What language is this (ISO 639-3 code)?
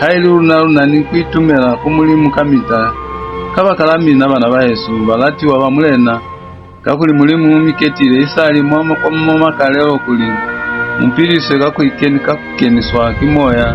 loz